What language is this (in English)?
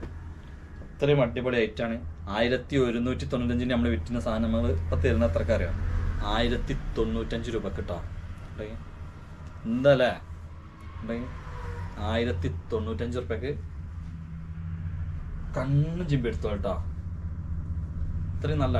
Malayalam